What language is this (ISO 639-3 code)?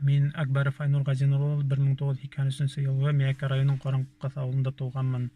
bak